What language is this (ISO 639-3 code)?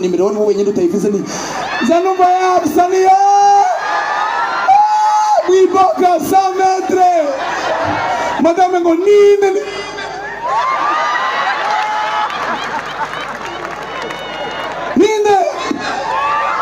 run